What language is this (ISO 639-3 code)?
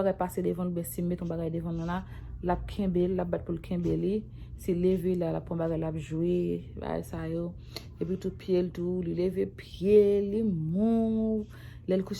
hat